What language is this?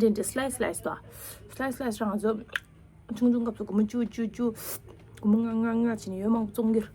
Tibetan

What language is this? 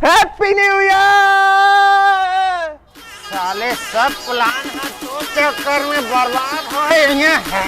Chhattisgarhi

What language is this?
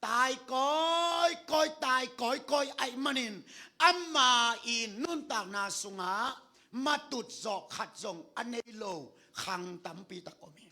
Tedim Chin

